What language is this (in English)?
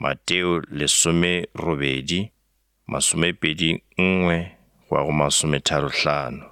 Northern Sotho